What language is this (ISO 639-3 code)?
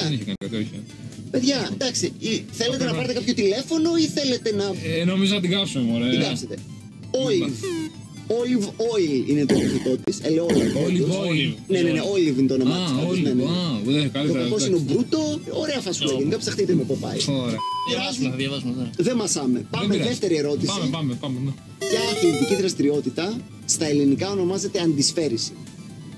ell